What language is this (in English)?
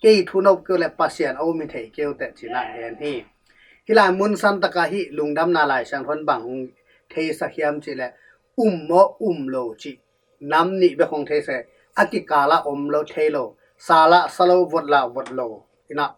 Tedim Chin